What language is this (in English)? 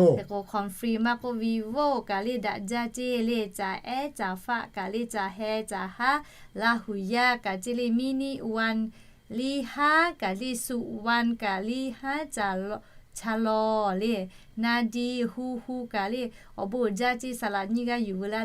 Lahu